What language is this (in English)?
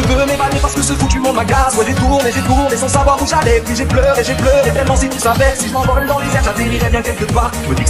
French